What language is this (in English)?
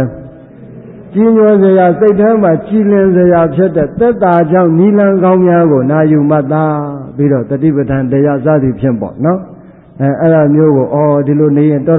Burmese